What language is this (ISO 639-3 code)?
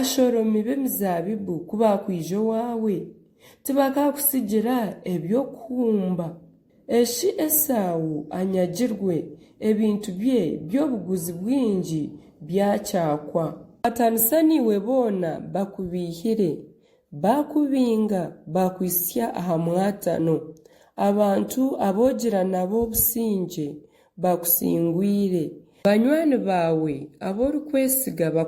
nyn